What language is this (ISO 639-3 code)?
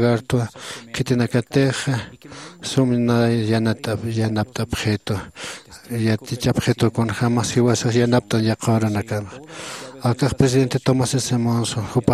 aym